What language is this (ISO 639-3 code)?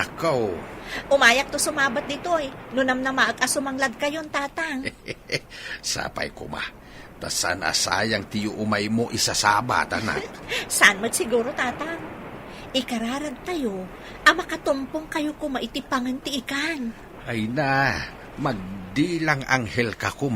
ilo